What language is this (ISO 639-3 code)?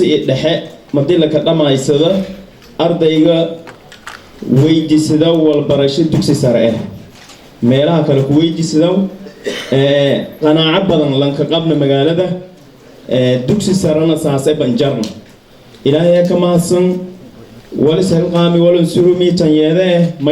som